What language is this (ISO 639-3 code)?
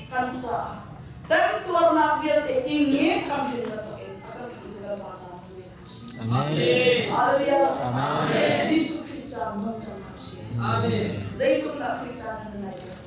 cnh